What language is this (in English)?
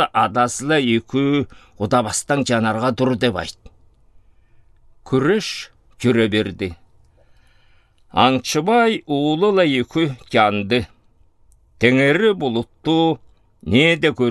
Southern Altai